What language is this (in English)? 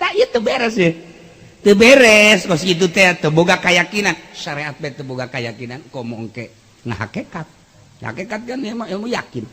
Sundanese